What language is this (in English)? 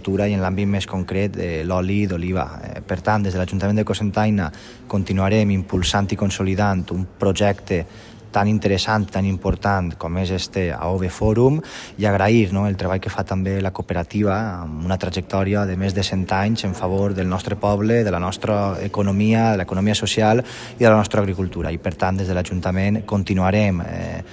Catalan